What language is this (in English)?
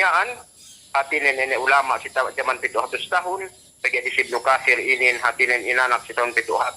Yakan